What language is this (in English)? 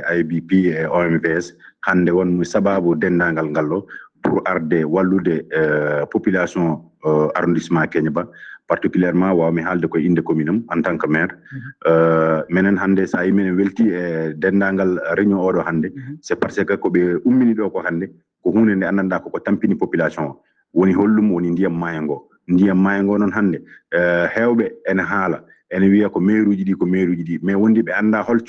Fula